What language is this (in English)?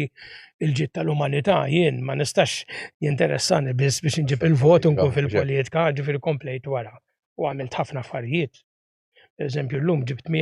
Maltese